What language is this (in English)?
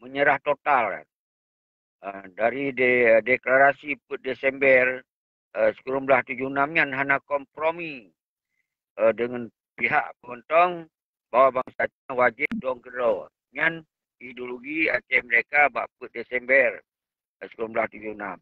Achinese